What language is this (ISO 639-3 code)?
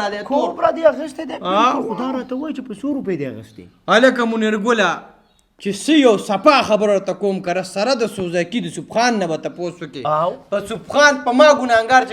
pus